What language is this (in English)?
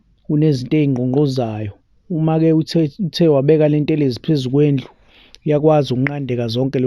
Zulu